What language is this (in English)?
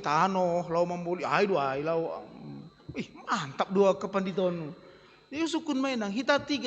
Batak Simalungun